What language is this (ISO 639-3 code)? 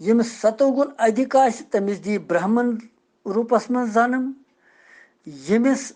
kas